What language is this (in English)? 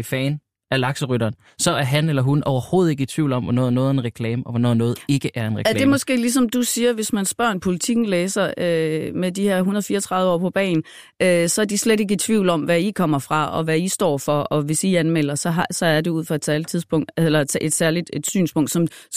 Danish